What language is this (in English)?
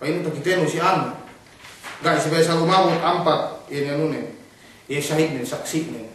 Yakan